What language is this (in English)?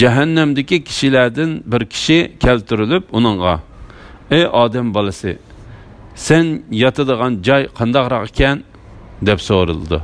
Uyghur